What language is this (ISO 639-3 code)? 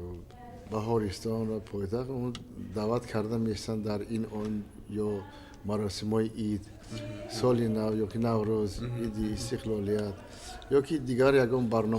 tgk